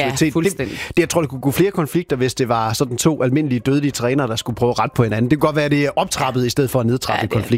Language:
Danish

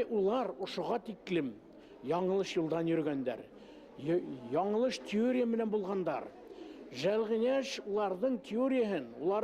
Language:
Bashkir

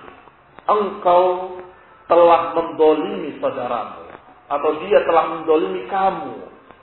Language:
Indonesian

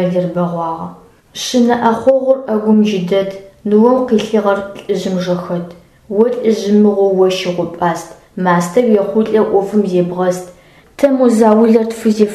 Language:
Adyghe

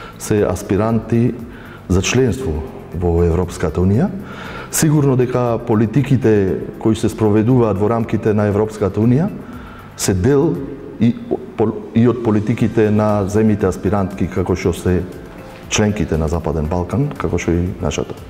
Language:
Macedonian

